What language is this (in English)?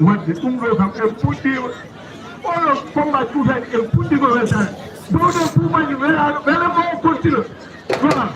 Fula